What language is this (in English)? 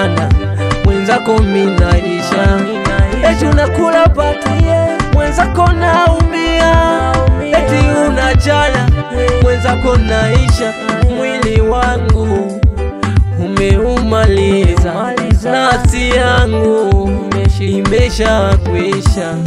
Swahili